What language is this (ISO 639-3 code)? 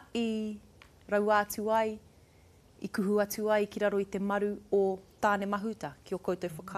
mri